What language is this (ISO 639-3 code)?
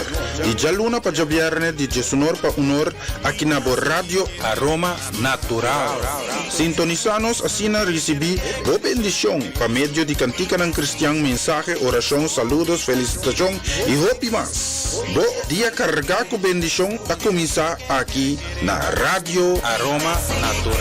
pap